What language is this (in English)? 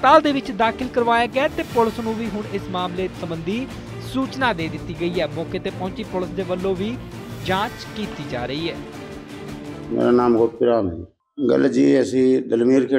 Punjabi